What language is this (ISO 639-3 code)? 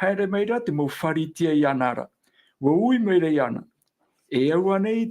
tah